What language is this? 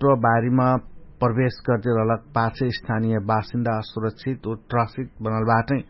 Dangaura Tharu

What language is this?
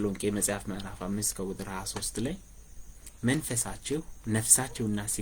Amharic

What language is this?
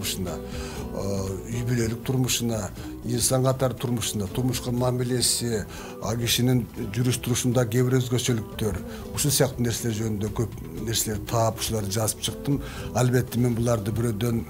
Kyrgyz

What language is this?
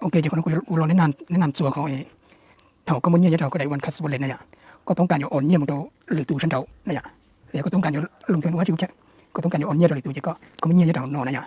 Hmong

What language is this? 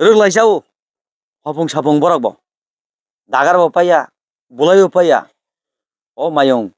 Kok Borok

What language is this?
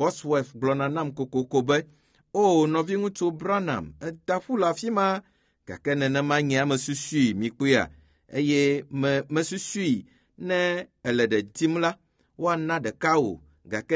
Ewe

